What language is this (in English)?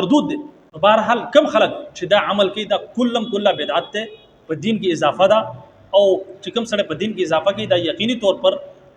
Pashto